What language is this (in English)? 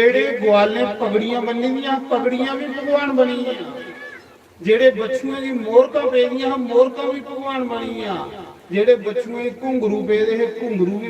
Dogri